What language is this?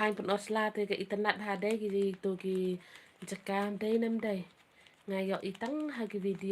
Khasi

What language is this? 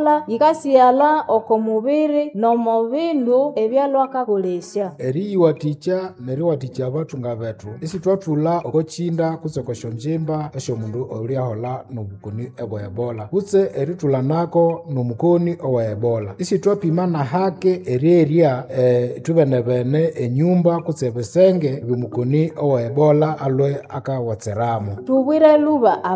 Nande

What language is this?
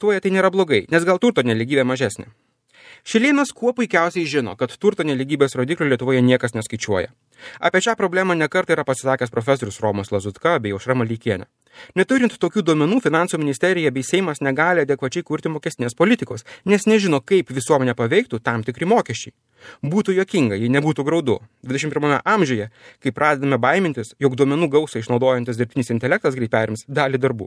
Lithuanian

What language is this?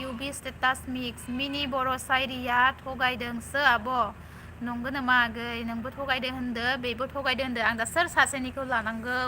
Bodo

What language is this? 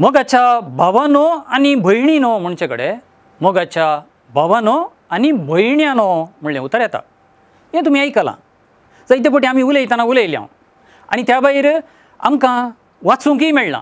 Konkani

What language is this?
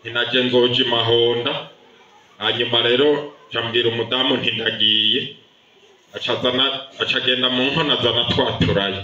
Rundi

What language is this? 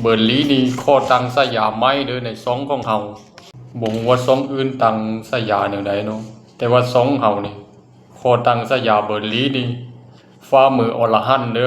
Lao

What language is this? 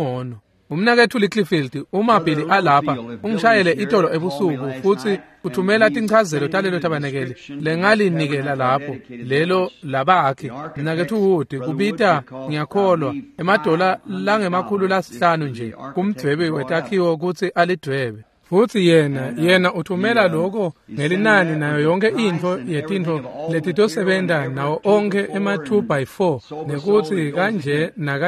Swati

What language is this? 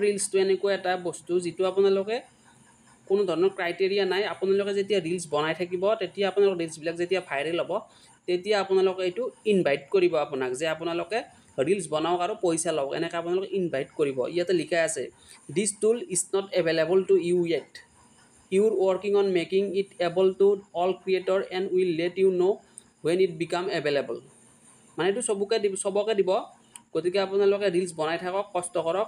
Assamese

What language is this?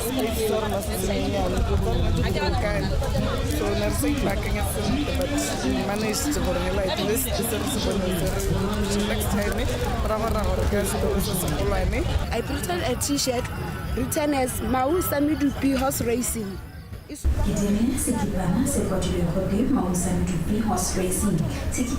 Tswana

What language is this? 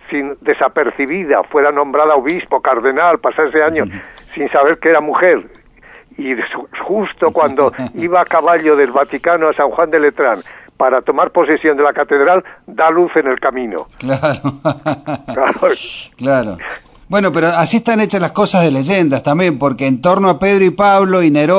Spanish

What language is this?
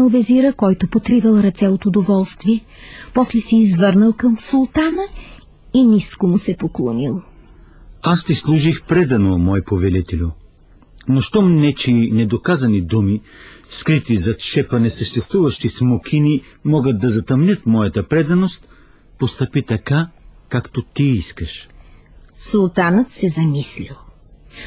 Bulgarian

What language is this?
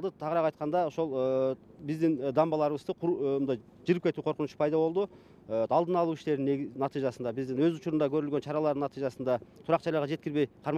Kyrgyz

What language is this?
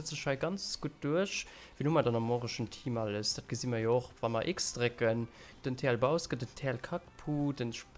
Luxembourgish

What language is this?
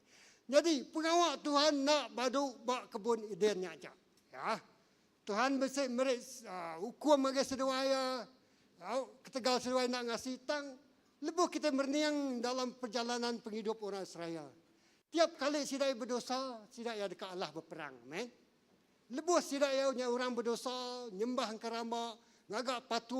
Iban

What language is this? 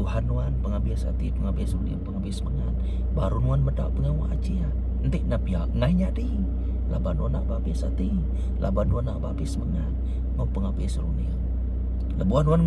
Iban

